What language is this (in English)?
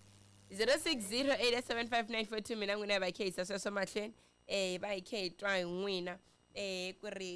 Tsonga